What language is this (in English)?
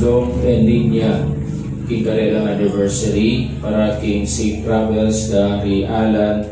Pampanga